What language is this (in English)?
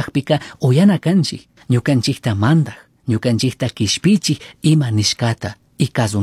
Chimborazo Highland Quichua